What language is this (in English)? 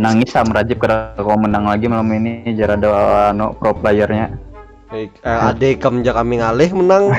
Banjar